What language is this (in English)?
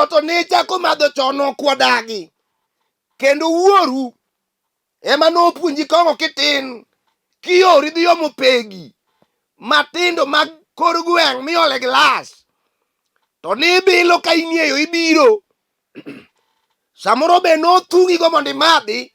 Luo (Kenya and Tanzania)